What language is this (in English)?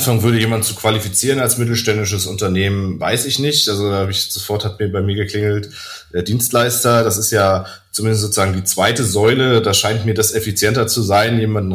German